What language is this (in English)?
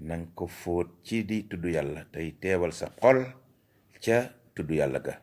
Wolof